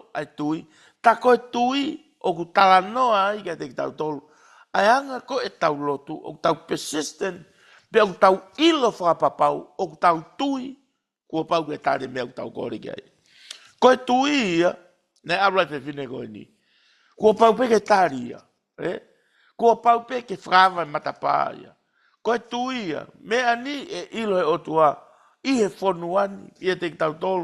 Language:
Tongan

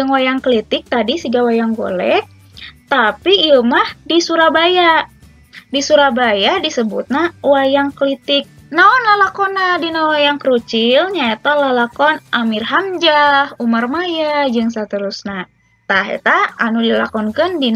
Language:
Sundanese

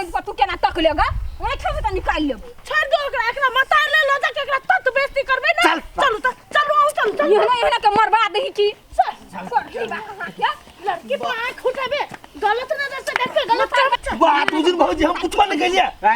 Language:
Maithili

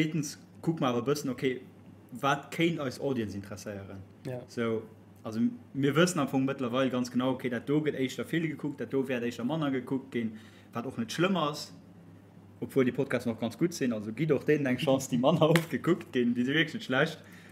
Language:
Luxembourgish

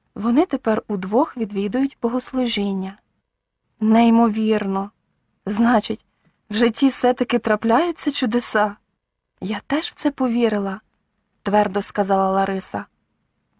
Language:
Ukrainian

